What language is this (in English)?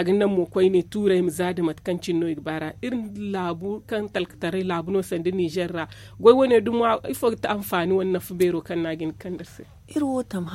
Zarma